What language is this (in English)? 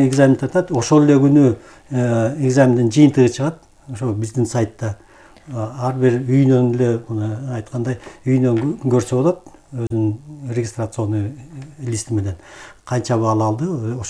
Kyrgyz